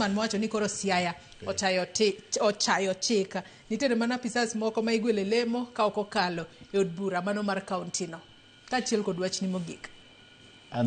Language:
Luo (Kenya and Tanzania)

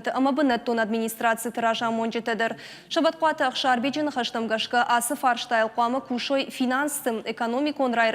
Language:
Ossetic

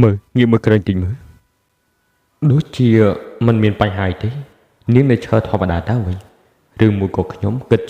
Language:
Khmer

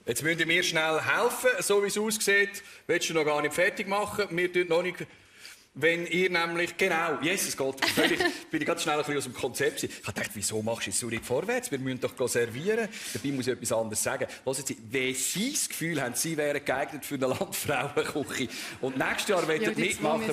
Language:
Swiss German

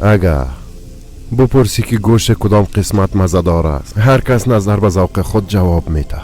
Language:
Persian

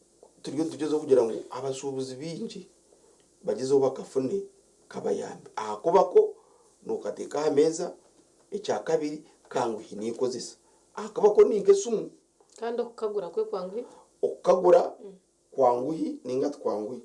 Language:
Nyankole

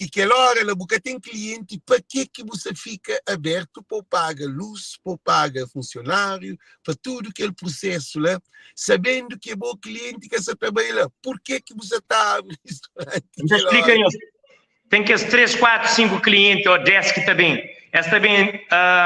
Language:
Kabuverdianu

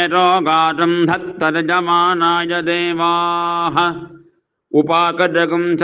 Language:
Sanskrit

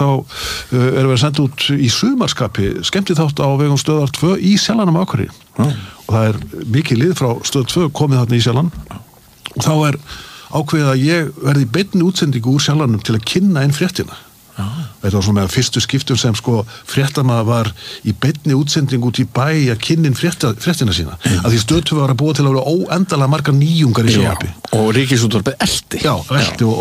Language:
Icelandic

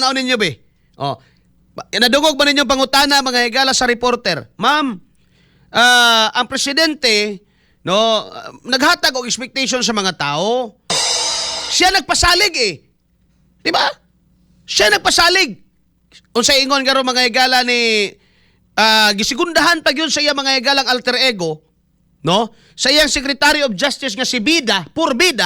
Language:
Cebuano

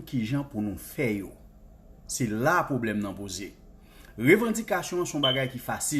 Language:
Haitian Creole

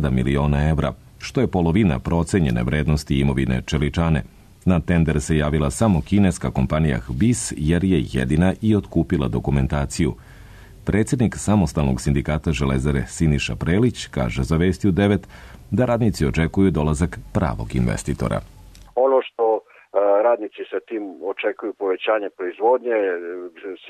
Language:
Serbian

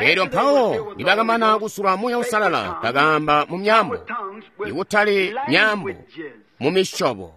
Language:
Tonga (Zambia)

